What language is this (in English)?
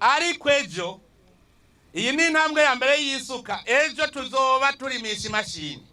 Rundi